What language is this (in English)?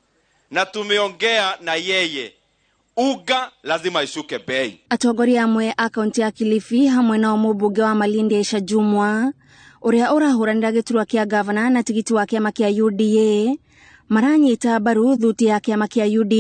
Kikuyu